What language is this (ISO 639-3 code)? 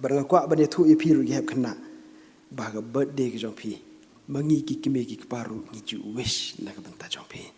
kha